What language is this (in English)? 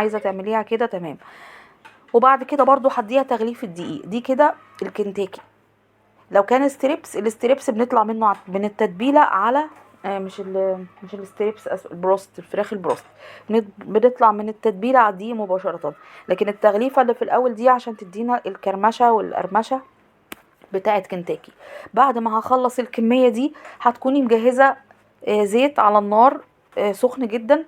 Egyptian Arabic